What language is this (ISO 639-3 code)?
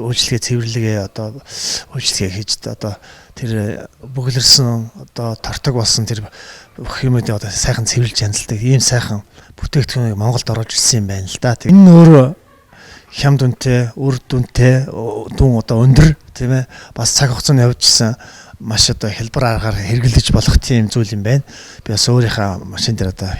mon